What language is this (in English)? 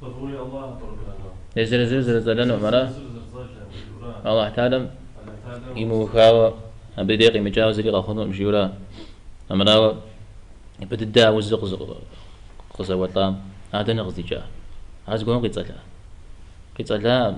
Kabardian